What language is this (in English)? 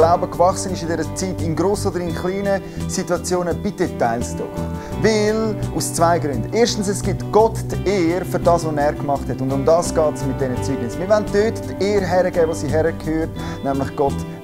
Swiss German